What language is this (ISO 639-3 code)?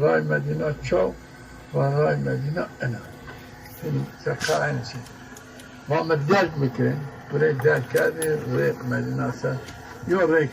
zza